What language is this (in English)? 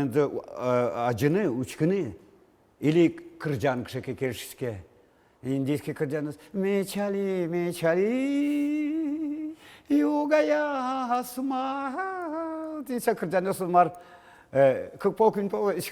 Udmurt